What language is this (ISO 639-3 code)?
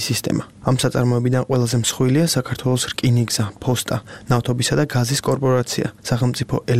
kat